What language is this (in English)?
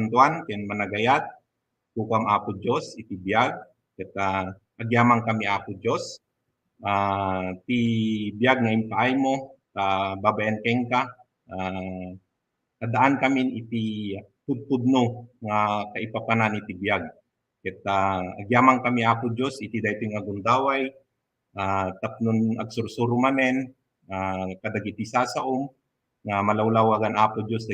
Iloko